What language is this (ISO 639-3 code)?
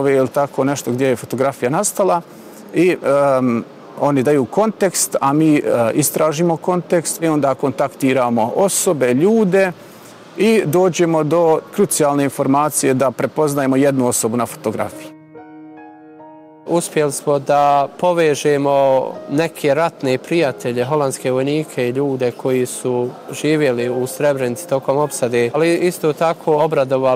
bos